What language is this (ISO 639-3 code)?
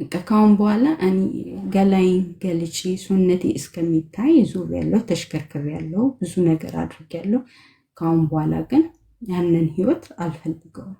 amh